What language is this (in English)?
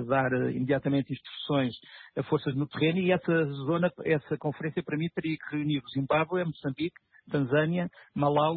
Portuguese